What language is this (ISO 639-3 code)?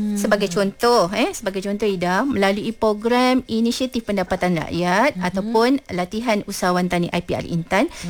msa